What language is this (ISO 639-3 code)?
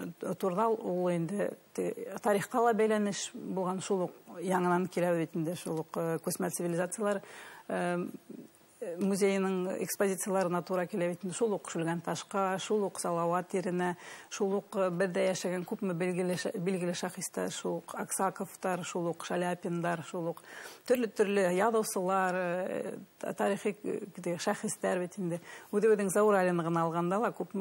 bak